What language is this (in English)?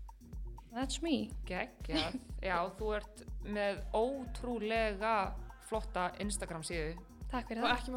Icelandic